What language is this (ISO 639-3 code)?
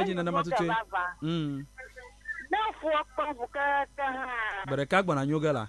ewe